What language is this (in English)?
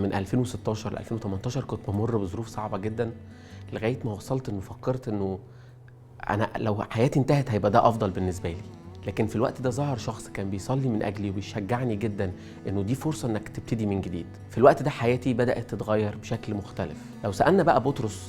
Egyptian Arabic